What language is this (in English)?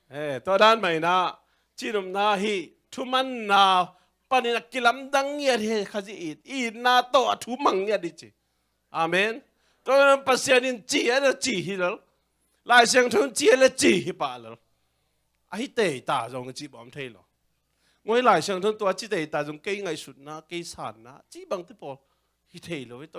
Tedim Chin